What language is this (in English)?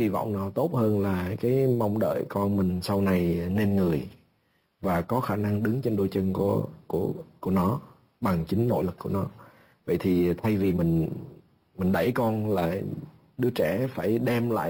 Vietnamese